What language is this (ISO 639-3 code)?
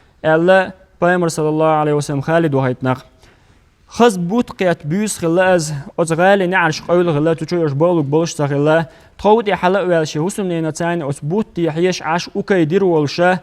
che